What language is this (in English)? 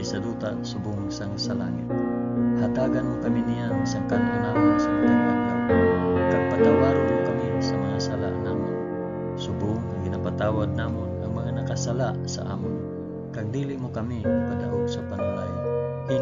Hiligaynon